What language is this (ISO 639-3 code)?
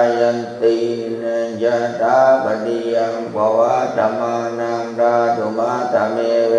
pli